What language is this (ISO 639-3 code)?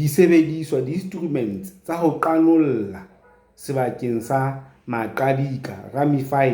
sot